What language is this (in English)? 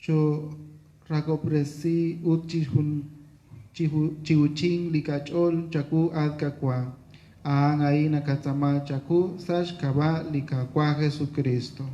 Kekchí